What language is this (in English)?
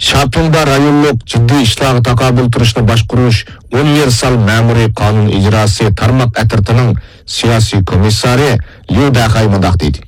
Uyghur